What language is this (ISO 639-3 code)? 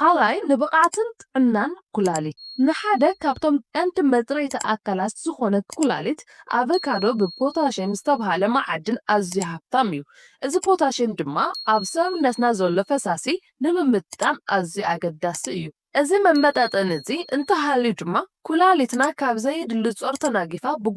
tir